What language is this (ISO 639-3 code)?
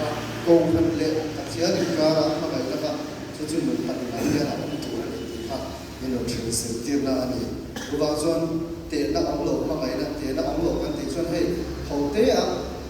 hmr